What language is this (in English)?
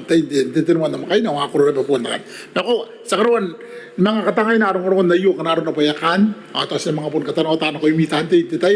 Gilbertese